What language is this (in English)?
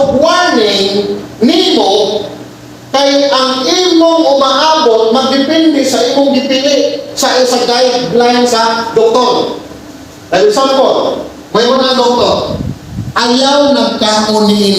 Cebuano